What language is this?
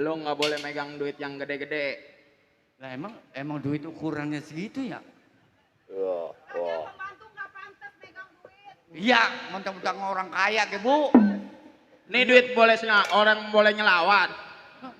Betawi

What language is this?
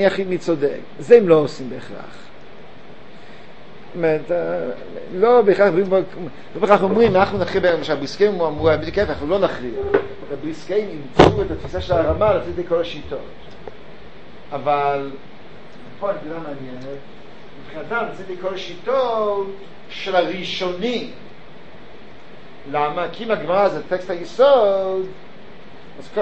Hebrew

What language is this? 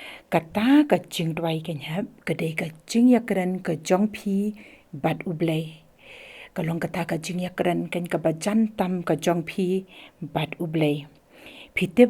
Khasi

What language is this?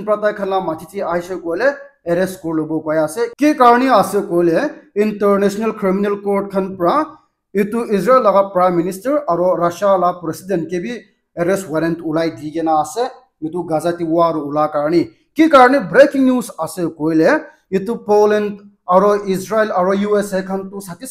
Naga Pidgin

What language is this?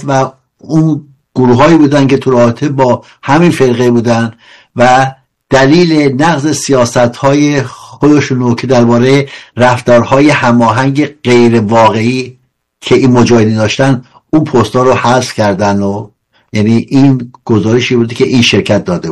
Persian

